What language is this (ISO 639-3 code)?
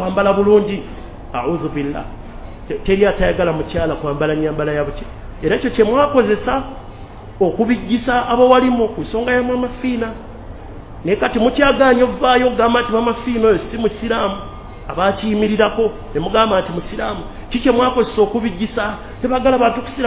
lug